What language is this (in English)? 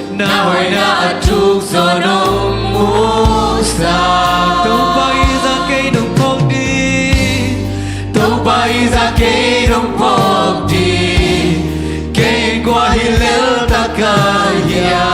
Tedim Chin